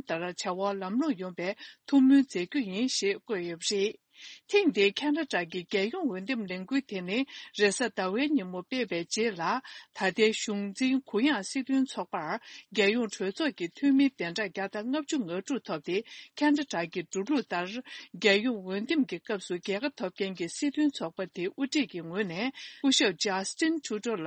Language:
Tibetan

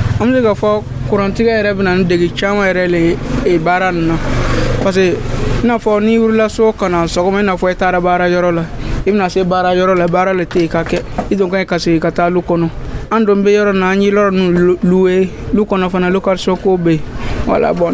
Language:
Dyula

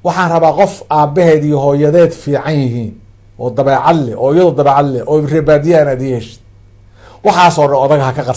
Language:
Somali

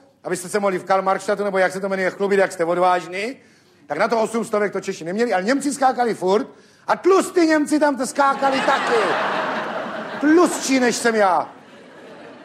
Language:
Czech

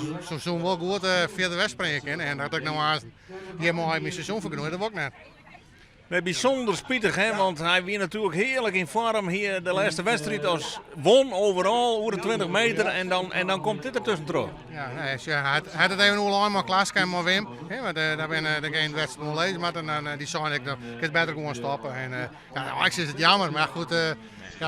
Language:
Western Frisian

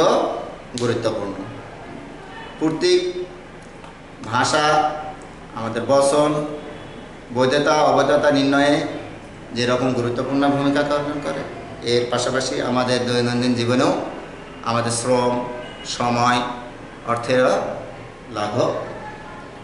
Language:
Bangla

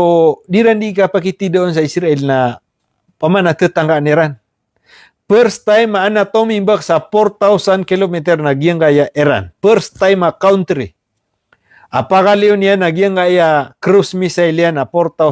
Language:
Maranao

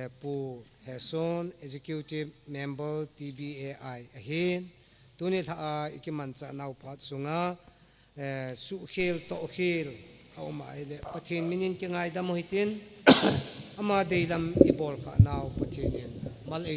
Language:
Thado Chin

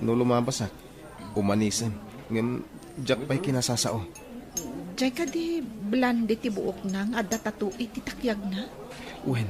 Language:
Iloko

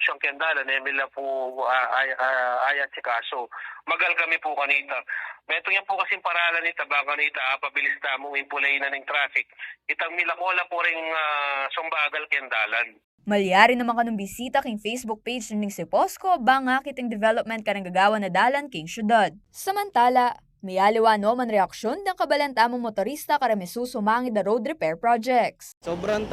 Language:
Pampanga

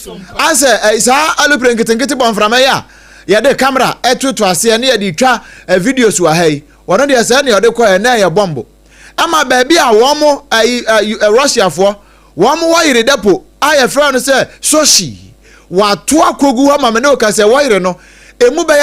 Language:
Akan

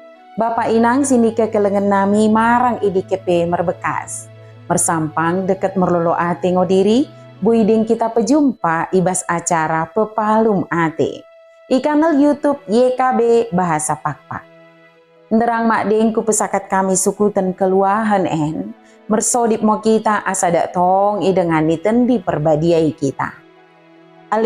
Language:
Batak Dairi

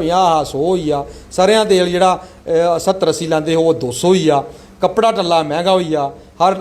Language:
Dogri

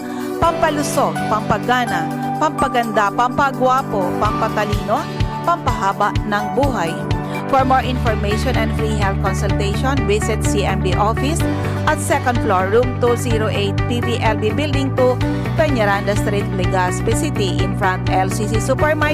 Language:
Bikol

